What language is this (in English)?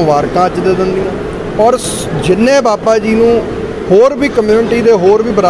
Punjabi